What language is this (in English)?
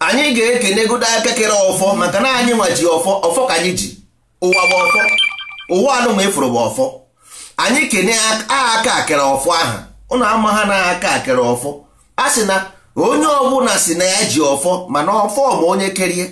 Igbo